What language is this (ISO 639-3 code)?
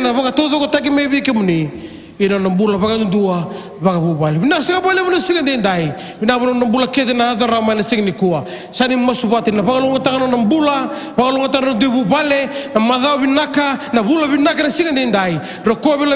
fij